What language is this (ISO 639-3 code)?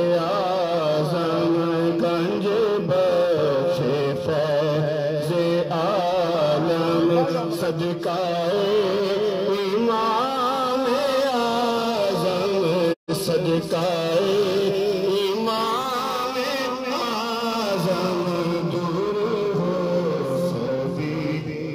urd